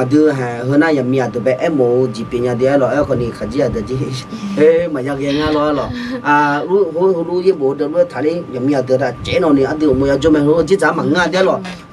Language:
Akha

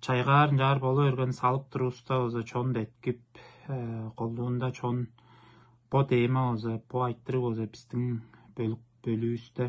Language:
Tuvinian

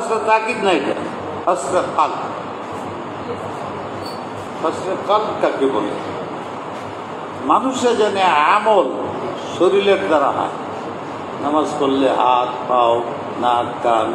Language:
Bangla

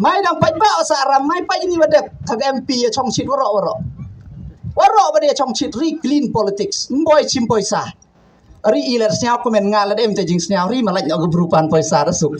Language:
Khasi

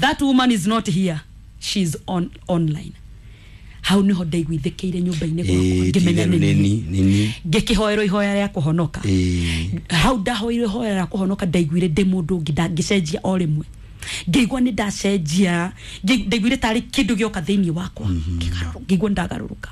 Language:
Kikuyu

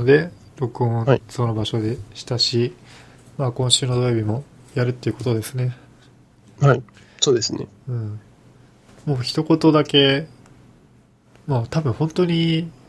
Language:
Japanese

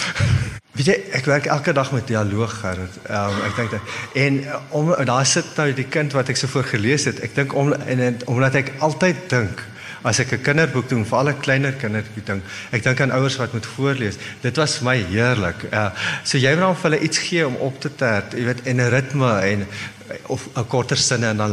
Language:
Afrikaans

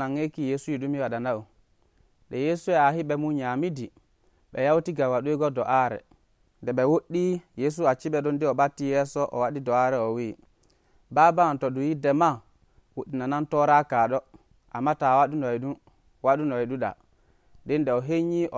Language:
Nigerian Fulfulde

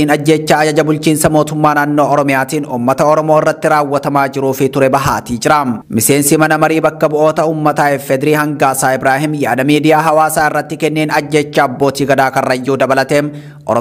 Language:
Oromo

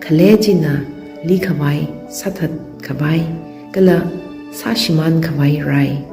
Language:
Tangkhul Naga (India)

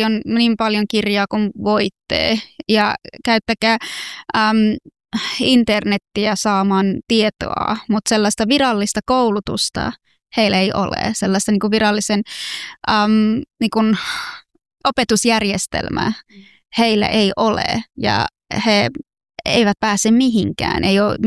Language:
Finnish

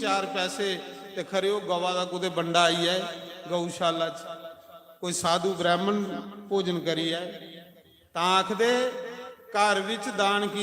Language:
Dogri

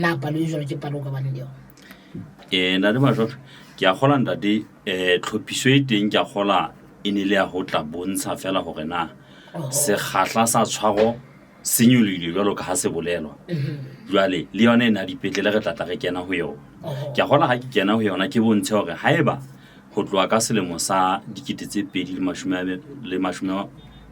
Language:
Southern Sotho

